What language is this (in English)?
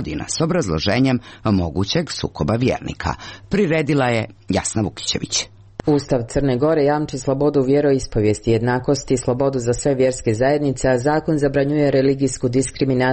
Croatian